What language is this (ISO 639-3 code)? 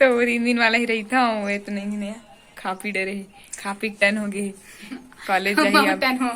hne